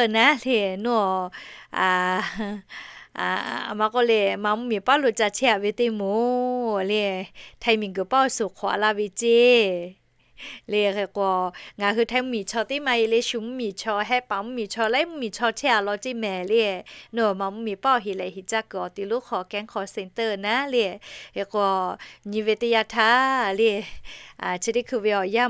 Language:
Lahu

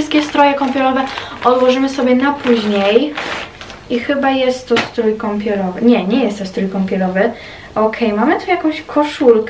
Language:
Polish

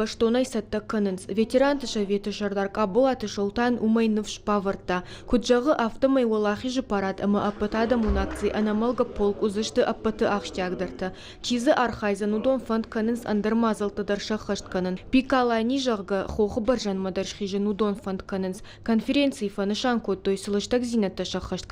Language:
Ossetic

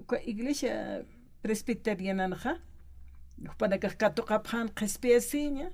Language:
Aymara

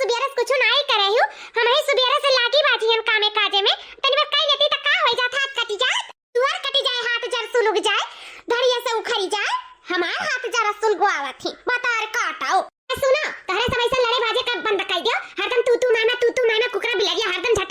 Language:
Awadhi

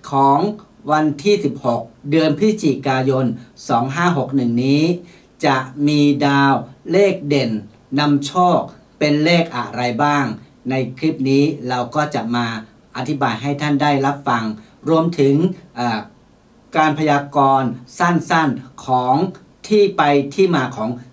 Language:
Thai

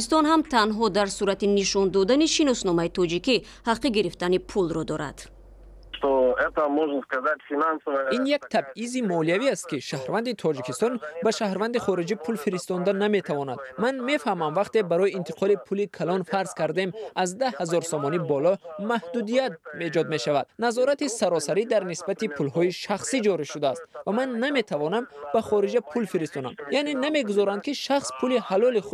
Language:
Tajik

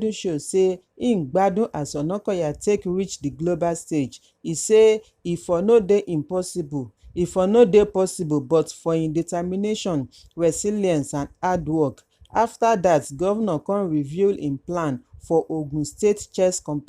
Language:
Nigerian Pidgin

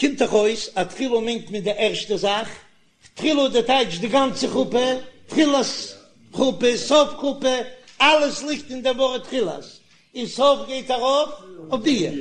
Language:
Yiddish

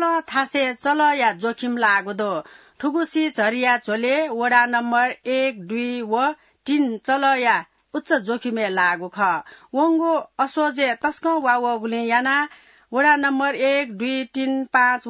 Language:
Newari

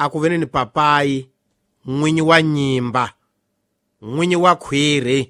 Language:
Tsonga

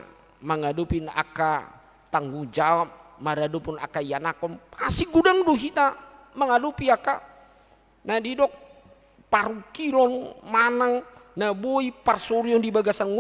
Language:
Batak Toba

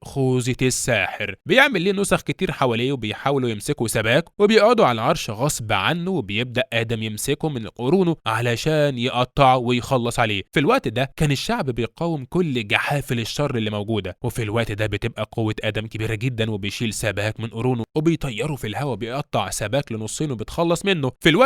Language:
Egyptian Arabic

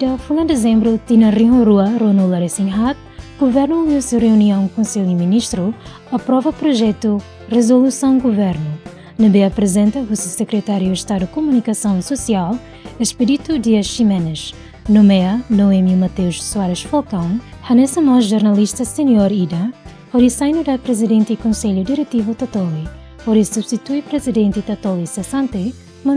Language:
Tetum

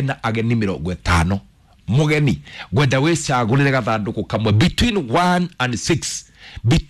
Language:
Kikuyu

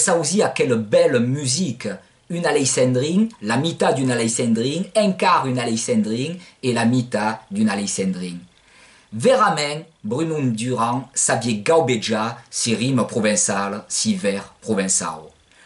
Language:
Occitan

